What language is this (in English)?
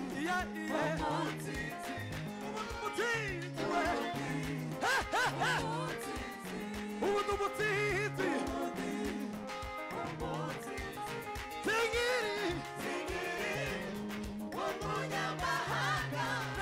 Kinyarwanda